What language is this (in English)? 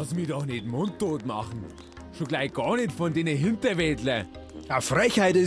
Bavarian